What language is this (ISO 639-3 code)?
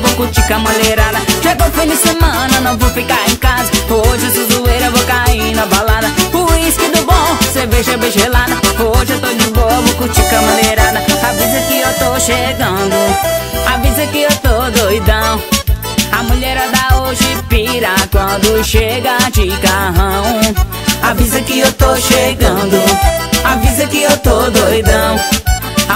por